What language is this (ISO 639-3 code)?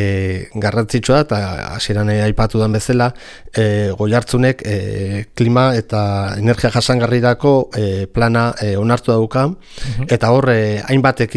eus